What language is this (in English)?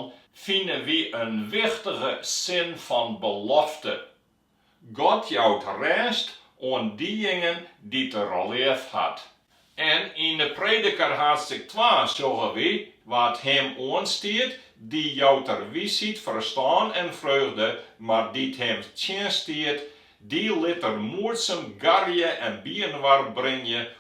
Western Frisian